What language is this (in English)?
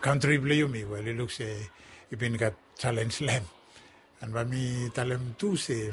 Bislama